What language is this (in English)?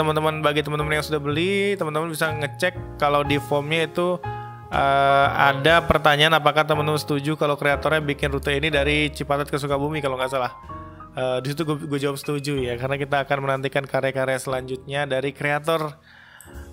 Indonesian